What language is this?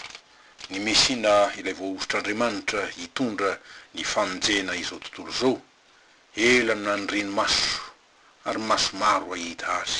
Malagasy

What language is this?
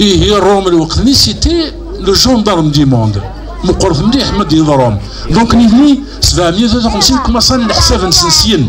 Kabyle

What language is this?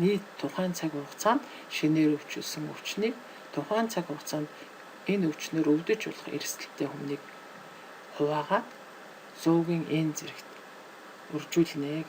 Mongolian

